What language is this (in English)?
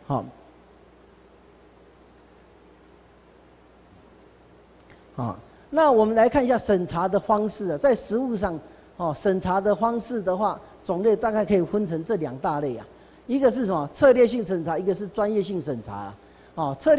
Chinese